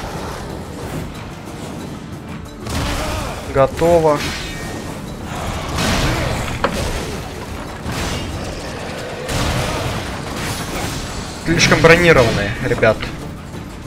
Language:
Russian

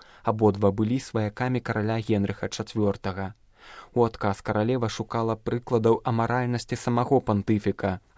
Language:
Belarusian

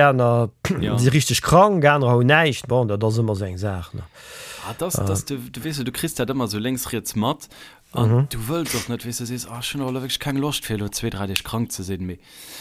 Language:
Luxembourgish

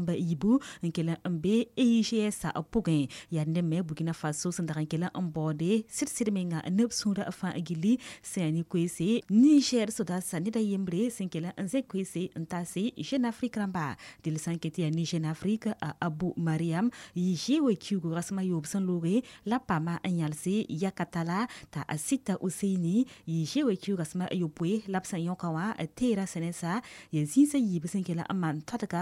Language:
Mossi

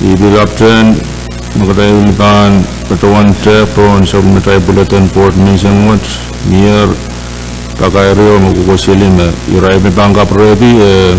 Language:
Pohnpeian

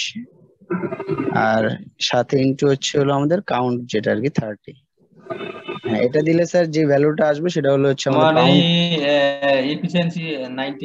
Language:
Bangla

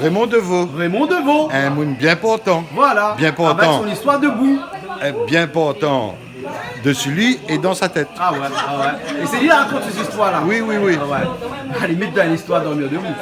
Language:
Réunion Creole French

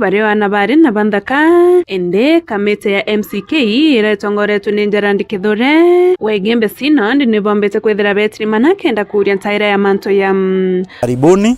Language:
Meru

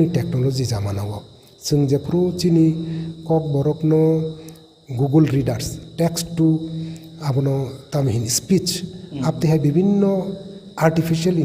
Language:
Kok Borok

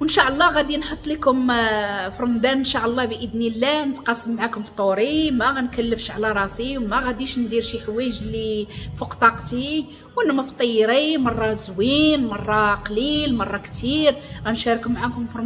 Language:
Moroccan Arabic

